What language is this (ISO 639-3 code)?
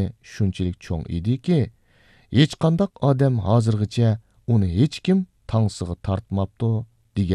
uig